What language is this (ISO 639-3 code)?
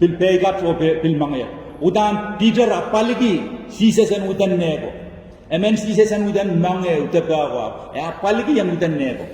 pon